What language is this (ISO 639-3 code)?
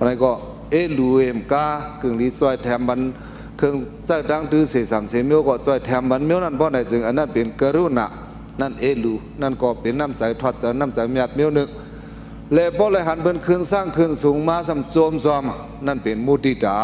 shn